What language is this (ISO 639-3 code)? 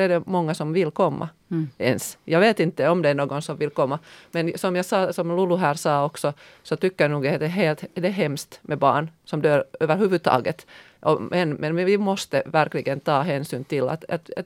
swe